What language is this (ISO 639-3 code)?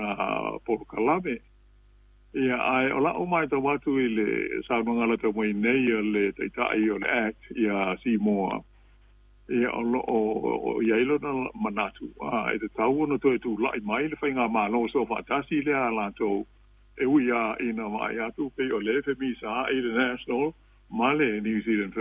smo